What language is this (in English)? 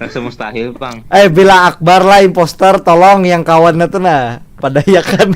Banjar